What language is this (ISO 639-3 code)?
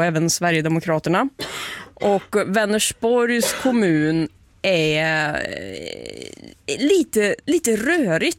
swe